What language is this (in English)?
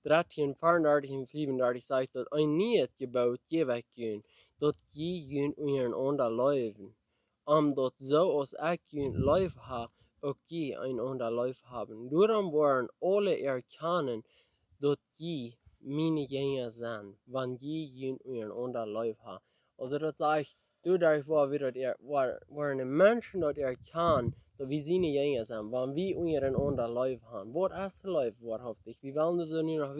Plautdietsch